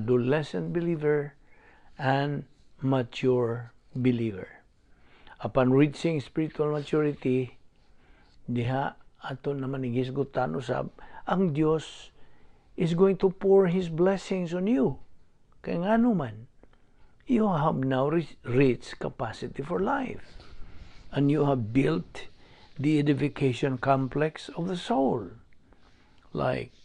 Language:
Cebuano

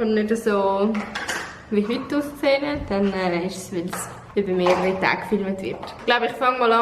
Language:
Swiss German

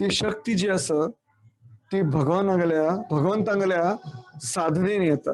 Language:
Konkani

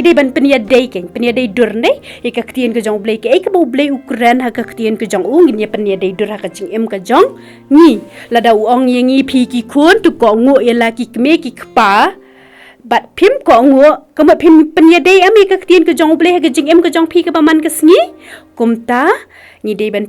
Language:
Khasi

